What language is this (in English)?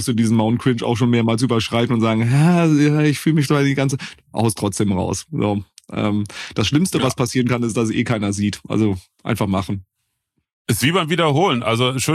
German